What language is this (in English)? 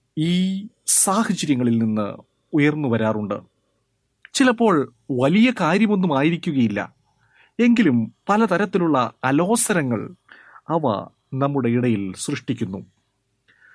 Malayalam